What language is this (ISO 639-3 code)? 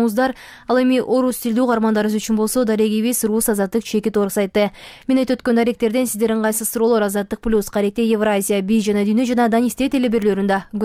kir